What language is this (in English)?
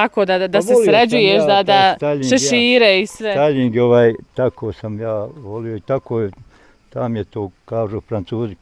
Bosnian